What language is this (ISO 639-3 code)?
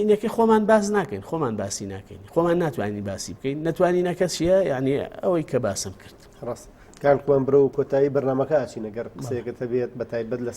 ckb